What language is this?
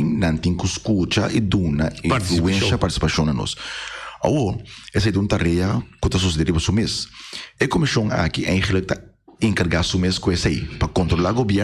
Papiamento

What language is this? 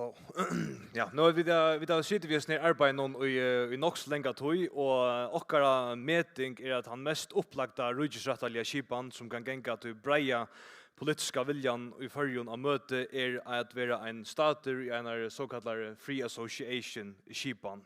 Faroese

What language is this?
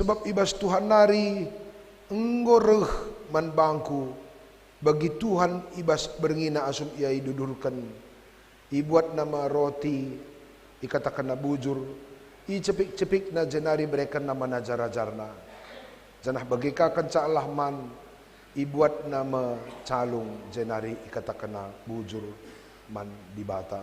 Batak Karo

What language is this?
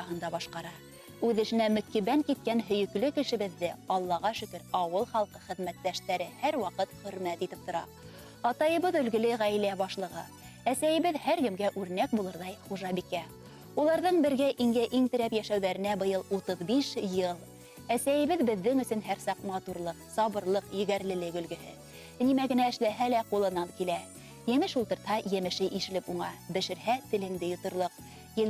Bashkir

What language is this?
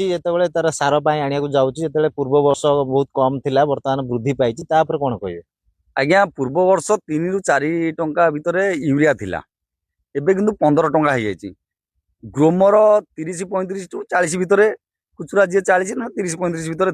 Odia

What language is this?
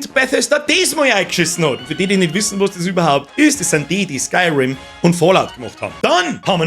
Bavarian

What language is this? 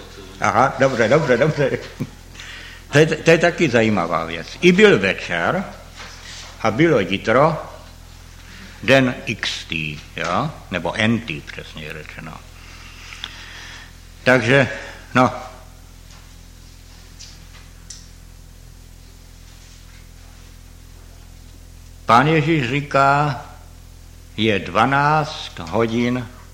Czech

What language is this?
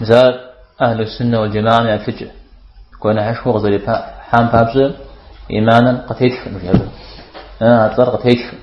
Kabardian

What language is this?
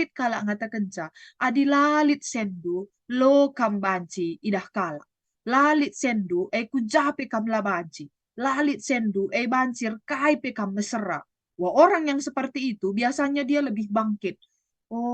Batak Karo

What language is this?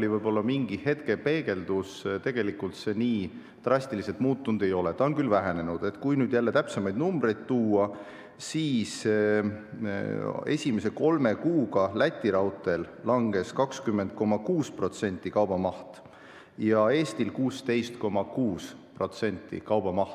Estonian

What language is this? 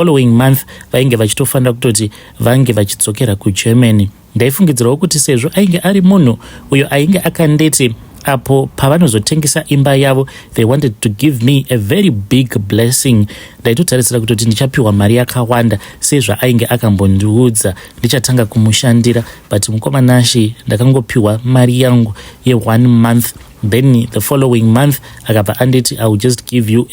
Shona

